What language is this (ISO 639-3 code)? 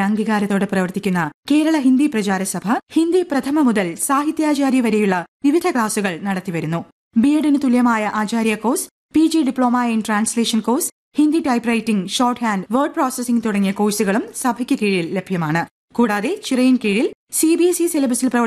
mal